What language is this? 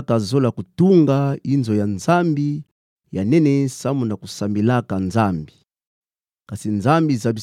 Kituba (Democratic Republic of Congo)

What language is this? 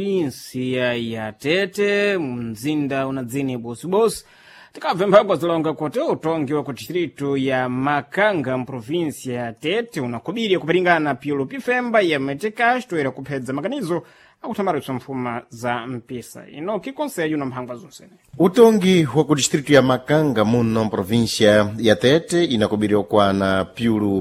Sena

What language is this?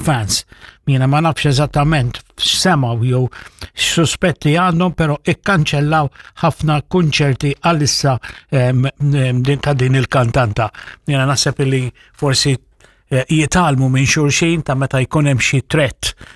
Maltese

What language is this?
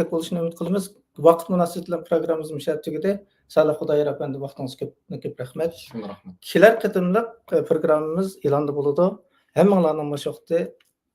Uyghur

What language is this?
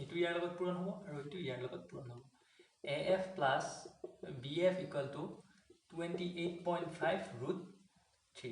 Assamese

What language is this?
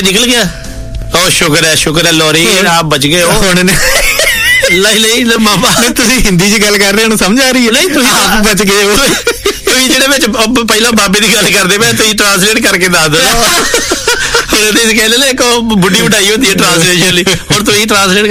Punjabi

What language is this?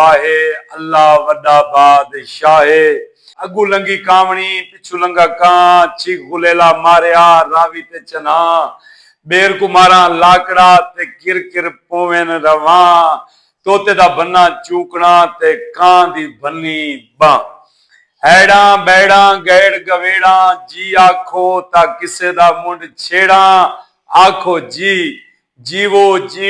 Saraiki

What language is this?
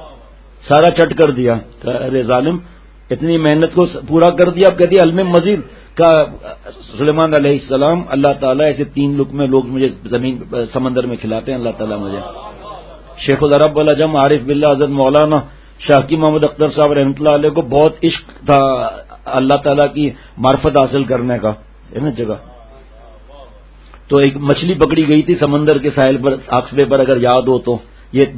Urdu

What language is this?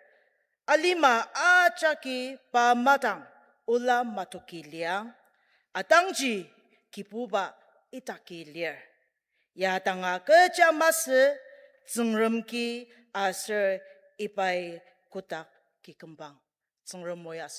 Ao Naga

